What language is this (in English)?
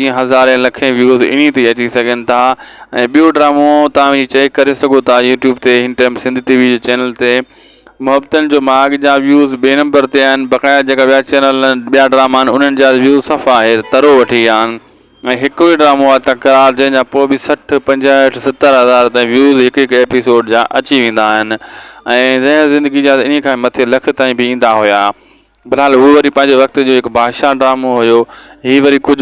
Sindhi